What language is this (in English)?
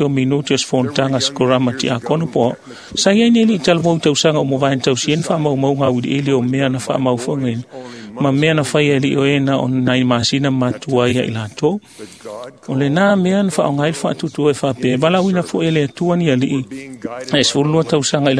Samoan